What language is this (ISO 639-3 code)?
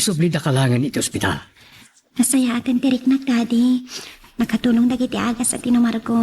ilo